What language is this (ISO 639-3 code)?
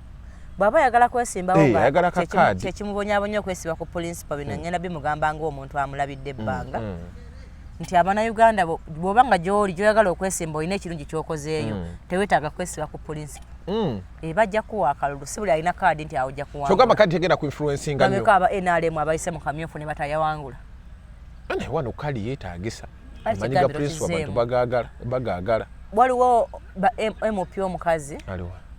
lug